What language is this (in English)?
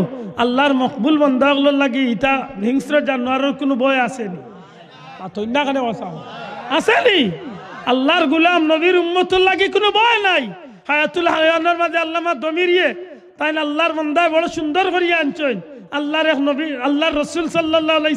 Sylheti